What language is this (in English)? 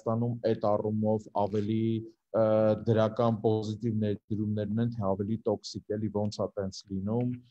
Armenian